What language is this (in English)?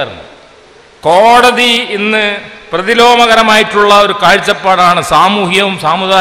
Malayalam